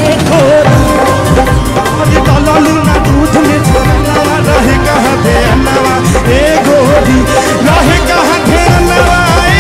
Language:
Bhojpuri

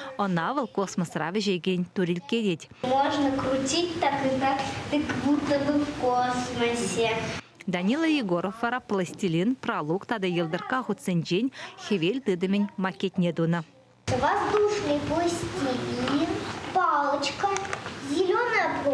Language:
Chuvash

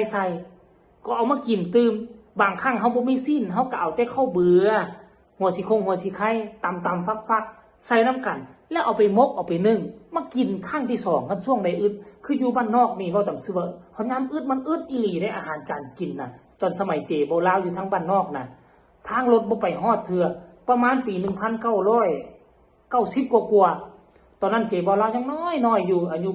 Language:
Northeastern Thai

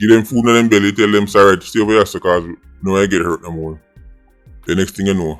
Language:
Jamaican Creole English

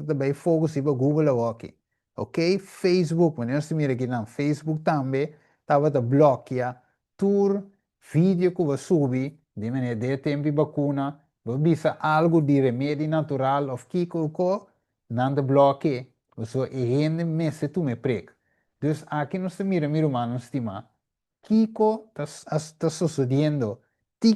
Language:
Papiamento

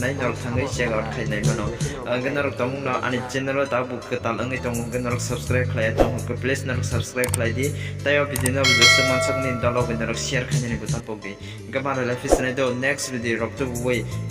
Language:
Kok Borok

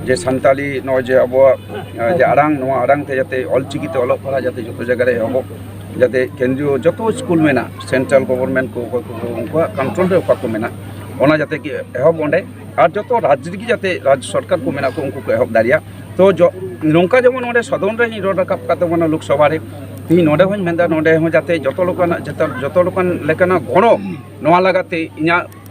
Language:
Santali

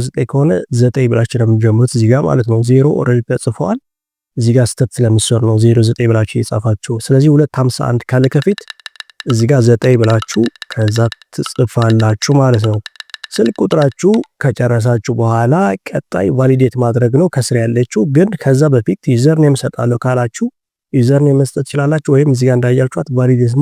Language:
Amharic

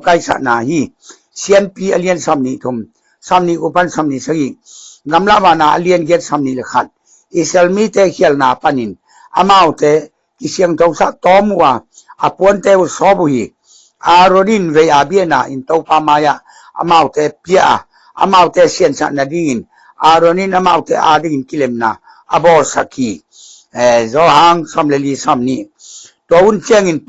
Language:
Tedim Chin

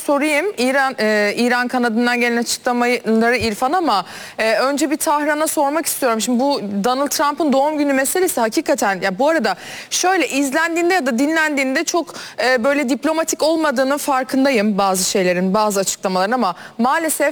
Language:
Turkish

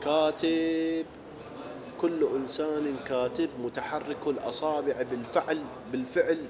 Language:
Mesopotamian Arabic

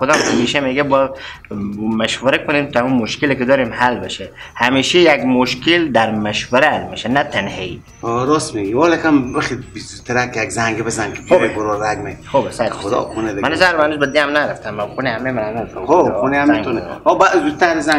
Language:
Persian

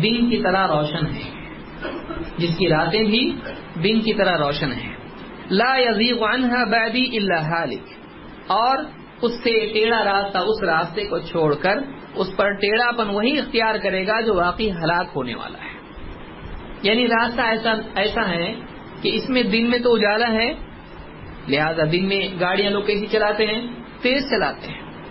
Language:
Urdu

